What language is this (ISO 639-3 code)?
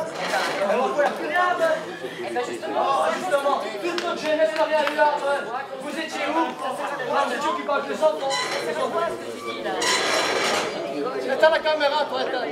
fra